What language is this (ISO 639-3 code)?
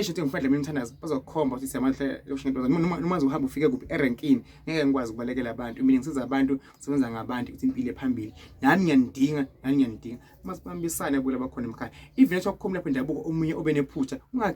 zul